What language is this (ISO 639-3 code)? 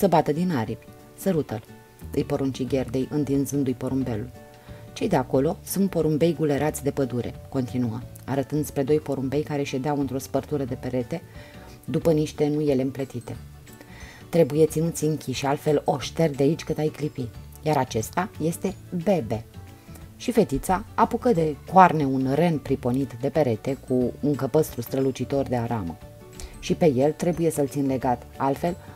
ron